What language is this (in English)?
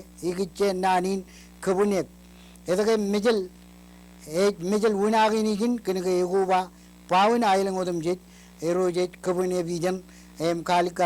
Marshallese